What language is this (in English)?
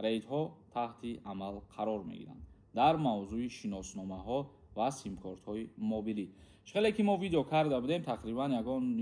Tajik